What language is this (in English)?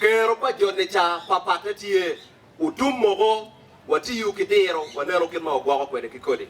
Acoli